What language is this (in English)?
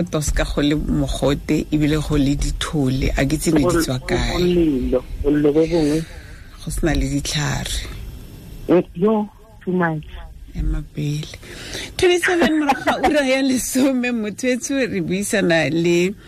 Tswana